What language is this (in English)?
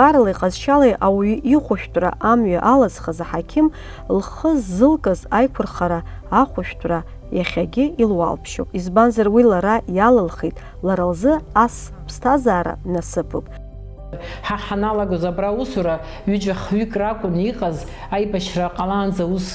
Abkhazian